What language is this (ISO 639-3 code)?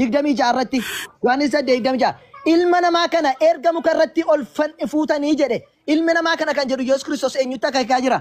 orm